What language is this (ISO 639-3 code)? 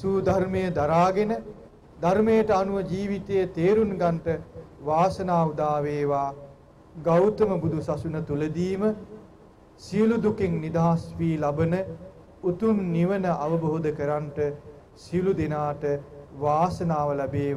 sin